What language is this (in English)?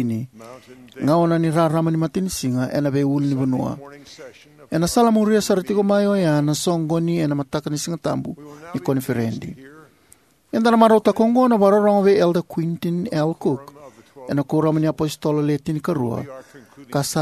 Fijian